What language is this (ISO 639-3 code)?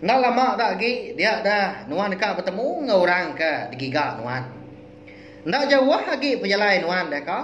iba